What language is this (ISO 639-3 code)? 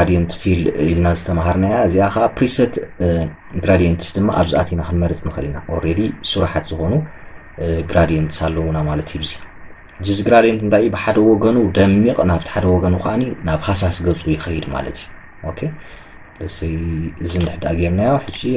tir